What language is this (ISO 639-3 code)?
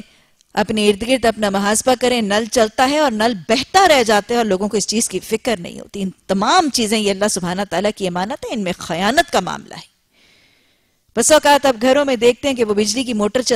urd